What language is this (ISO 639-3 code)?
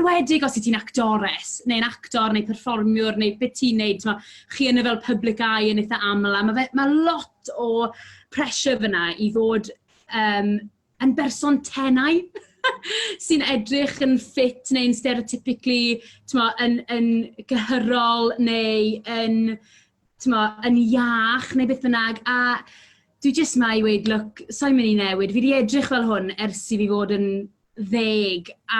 cym